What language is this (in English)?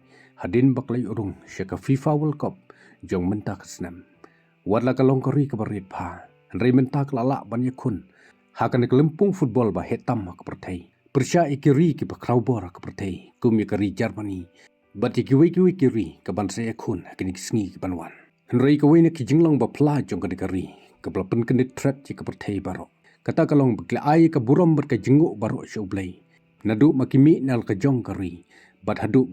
Khasi